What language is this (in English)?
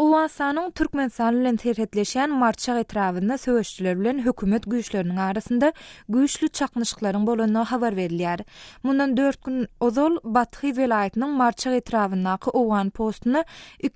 Turkmen